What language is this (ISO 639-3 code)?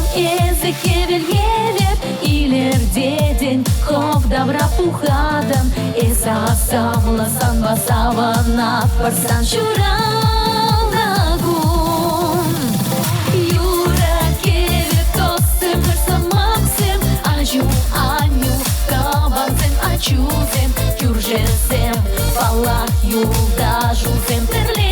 chv